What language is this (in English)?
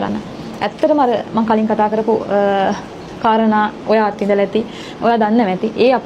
Sinhala